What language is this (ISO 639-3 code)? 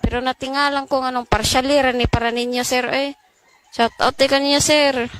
ceb